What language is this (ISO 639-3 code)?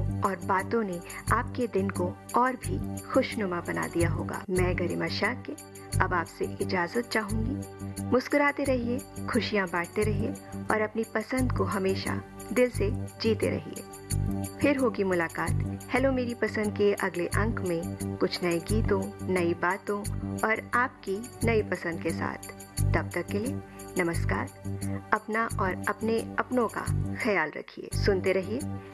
hin